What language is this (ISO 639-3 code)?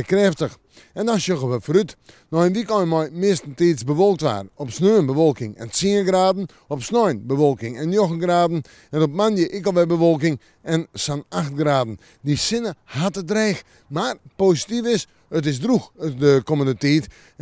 fry